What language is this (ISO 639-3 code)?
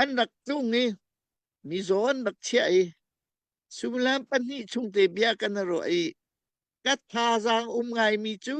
cnh